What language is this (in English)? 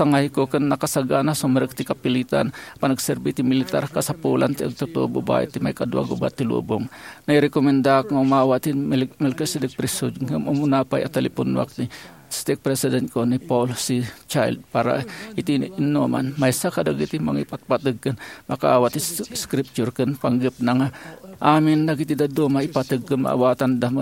Iloko